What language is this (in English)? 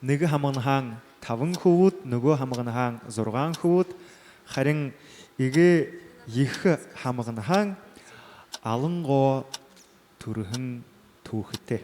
Buriat